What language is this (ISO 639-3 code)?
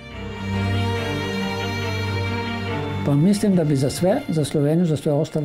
hrv